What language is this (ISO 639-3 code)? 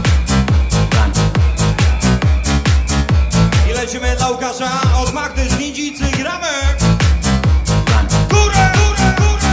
pol